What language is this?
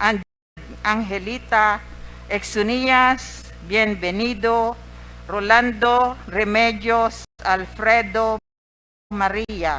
Bikol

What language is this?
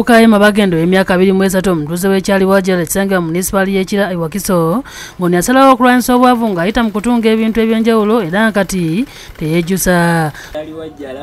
Ganda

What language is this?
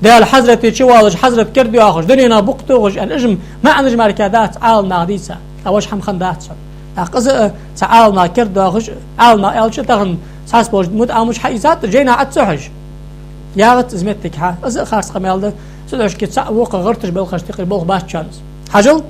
Ingush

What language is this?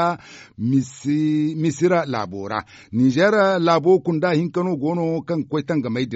Zarma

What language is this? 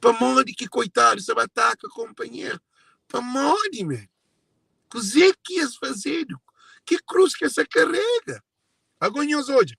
Kabuverdianu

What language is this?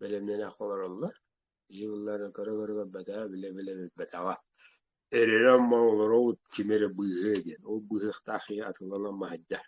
Yakut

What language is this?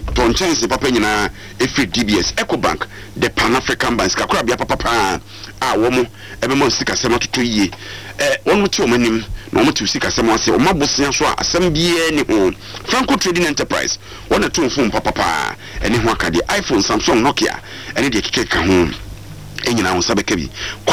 Akan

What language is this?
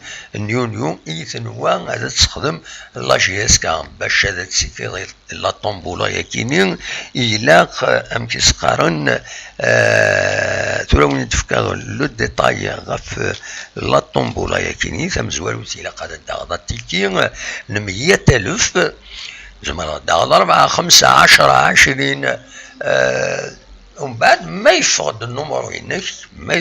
Kabyle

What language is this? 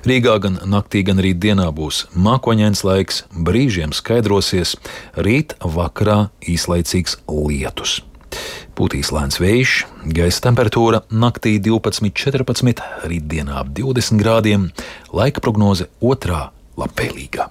Latvian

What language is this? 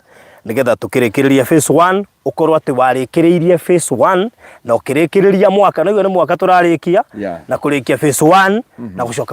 Kikuyu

